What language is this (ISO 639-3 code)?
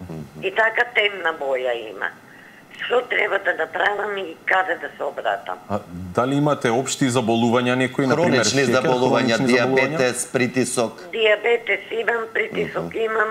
mkd